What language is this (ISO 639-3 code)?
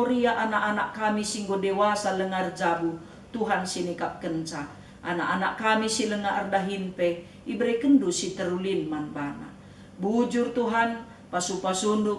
btx